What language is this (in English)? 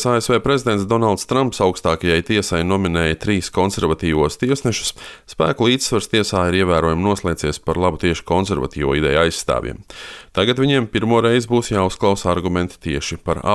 Latvian